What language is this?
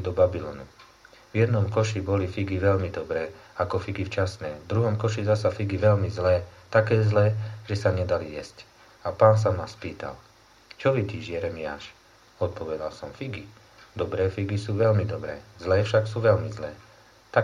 Slovak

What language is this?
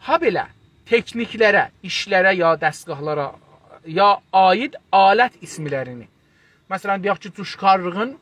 South Azerbaijani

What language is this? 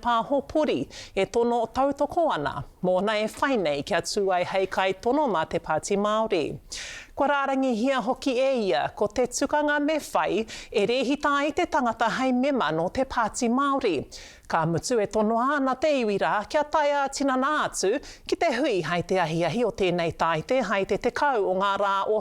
Māori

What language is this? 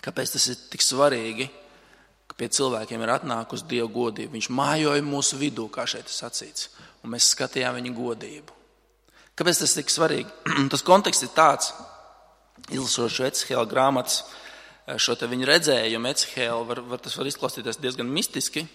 Latvian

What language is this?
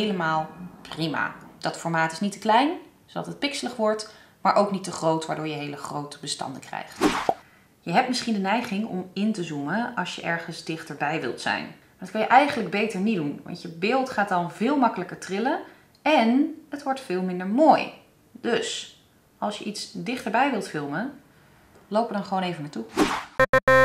Dutch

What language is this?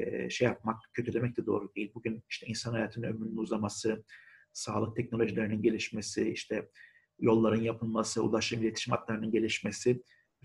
Turkish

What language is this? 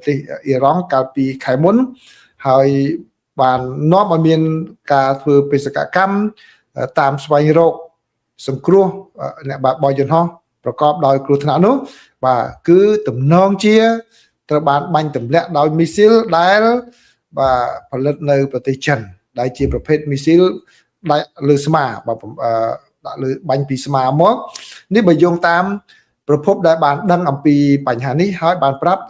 Khmer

